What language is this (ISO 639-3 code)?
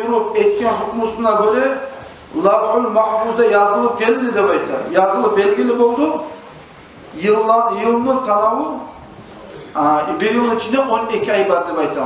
kum